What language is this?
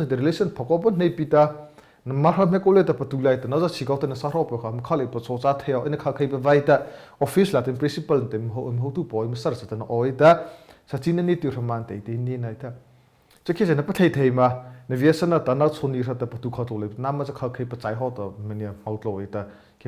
Mara Chin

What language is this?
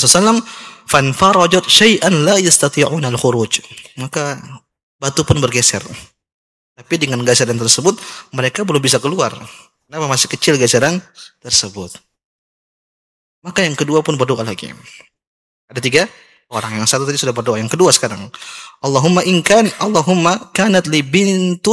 Indonesian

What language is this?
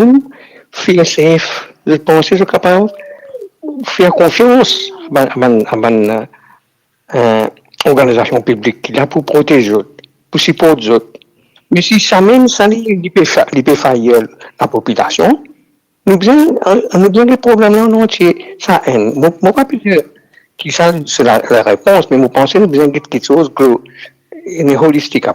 Morisyen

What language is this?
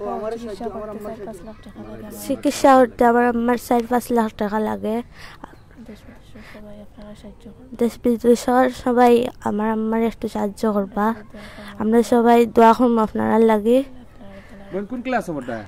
Sylheti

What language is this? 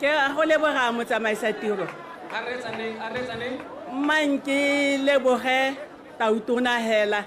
Tswana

